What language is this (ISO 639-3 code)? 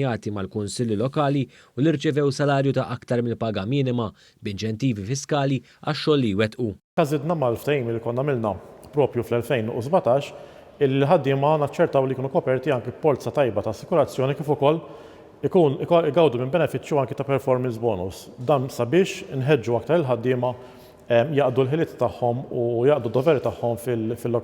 mlt